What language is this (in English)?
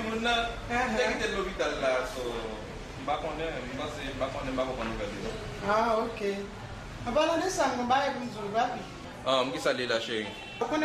Haitian Creole